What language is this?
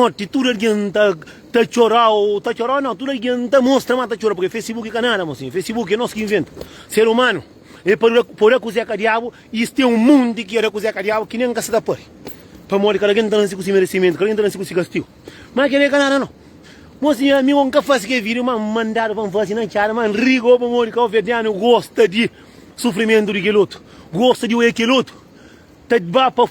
Kabuverdianu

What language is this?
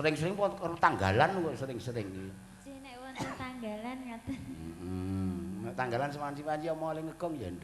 Javanese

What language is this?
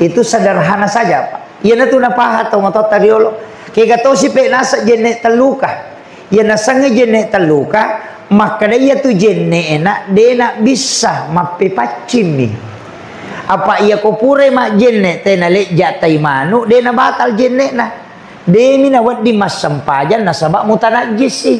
Buginese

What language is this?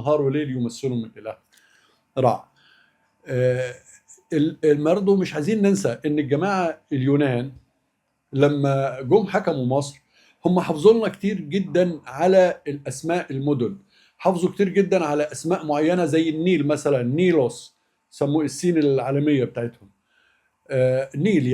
Egyptian Arabic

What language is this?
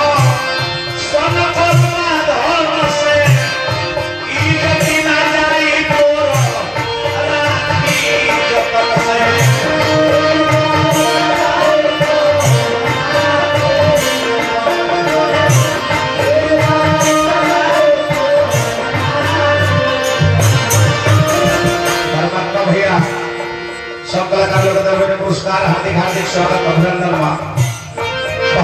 Bhojpuri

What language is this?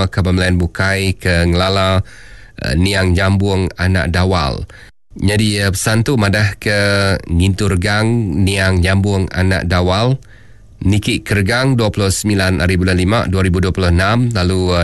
Iban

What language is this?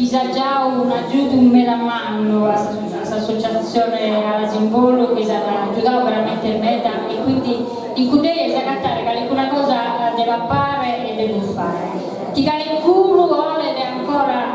Sardinian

